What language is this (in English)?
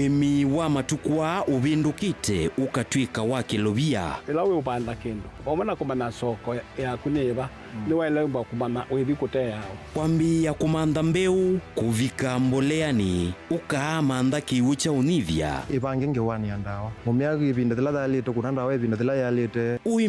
Kamba